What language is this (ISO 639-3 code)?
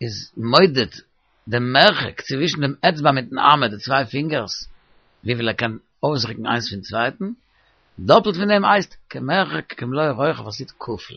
yid